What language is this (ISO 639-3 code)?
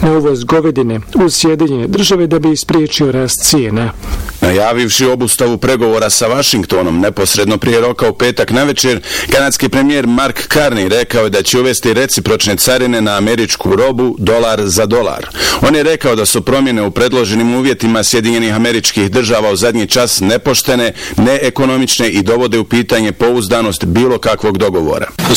bos